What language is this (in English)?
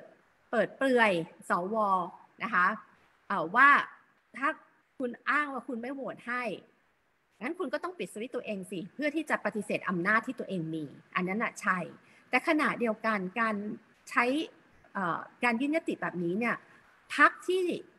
Thai